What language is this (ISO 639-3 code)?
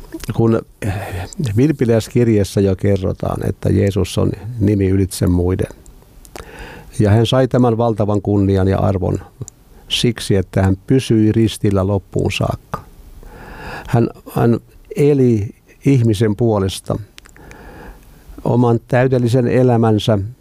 fin